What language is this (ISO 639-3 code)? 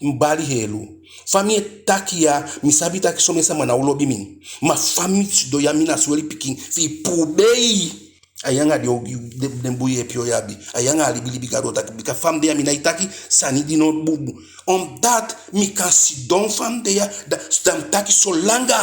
djk